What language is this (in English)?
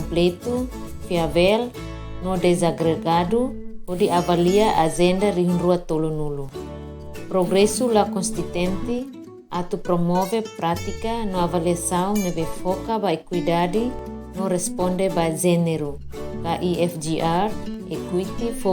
Tetum